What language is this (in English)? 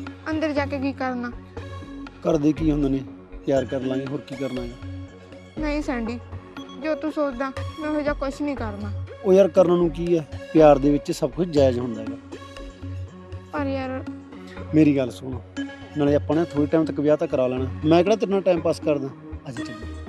Punjabi